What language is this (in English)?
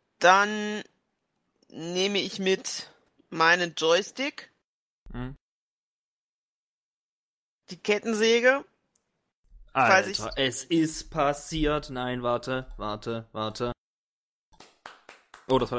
German